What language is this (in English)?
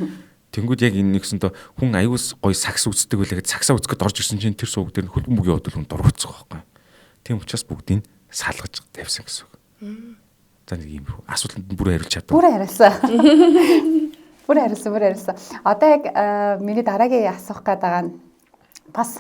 Mongolian